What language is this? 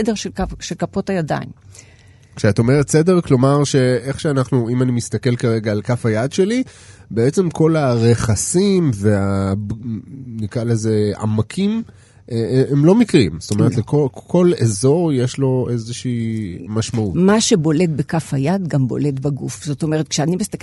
Hebrew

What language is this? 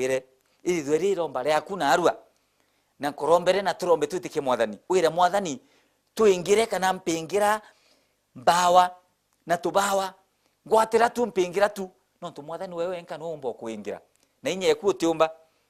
Meru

